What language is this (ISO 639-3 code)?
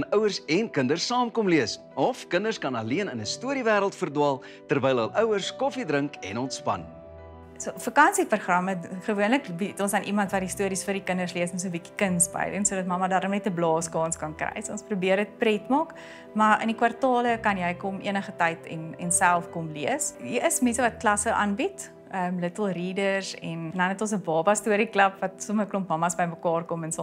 afr